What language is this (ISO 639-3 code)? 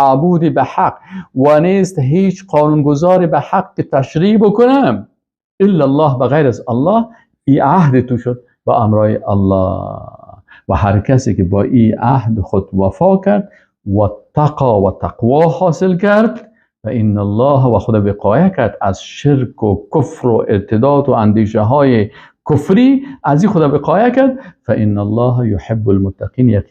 fas